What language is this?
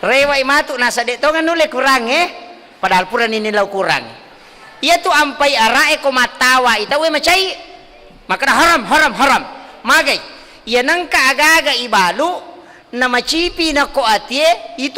Buginese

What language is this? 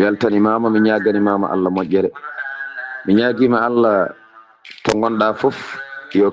Fula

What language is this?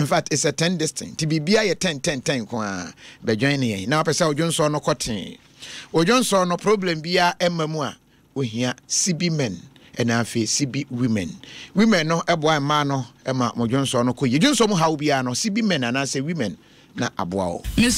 Akan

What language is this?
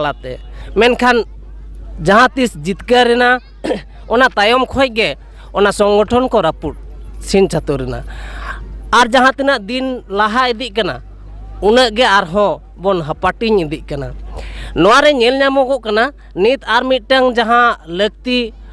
Santali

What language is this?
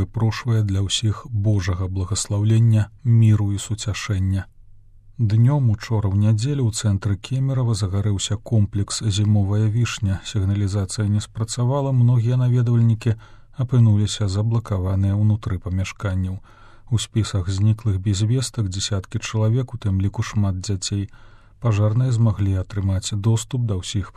Belarusian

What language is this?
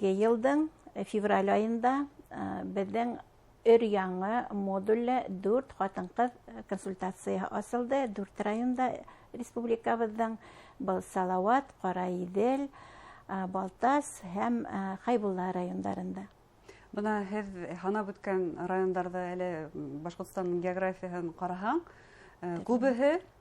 Bashkir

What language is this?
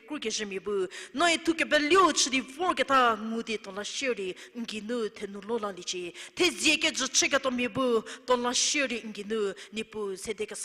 Angami Naga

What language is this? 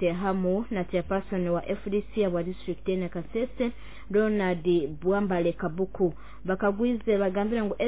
Nyoro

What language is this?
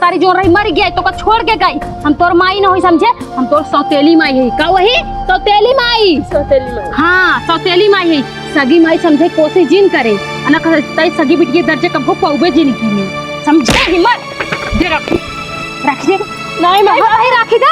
Awadhi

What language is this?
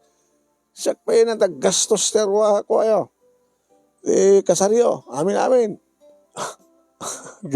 Iloko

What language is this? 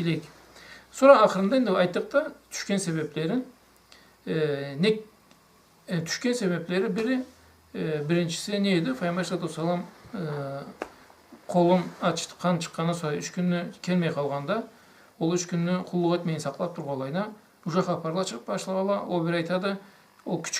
Karachay-Balkar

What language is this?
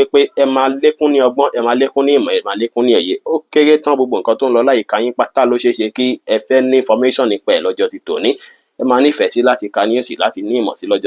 Yoruba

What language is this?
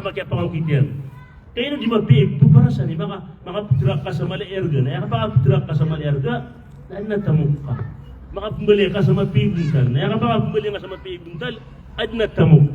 Maranao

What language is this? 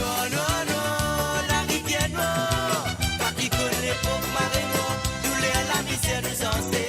Morisyen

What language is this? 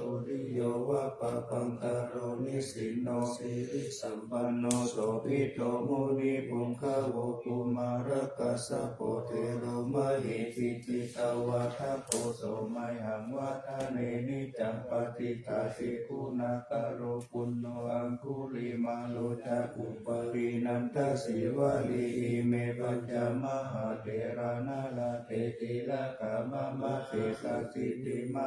Pali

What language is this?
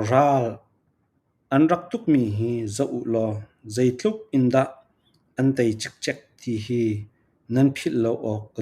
Falam Chin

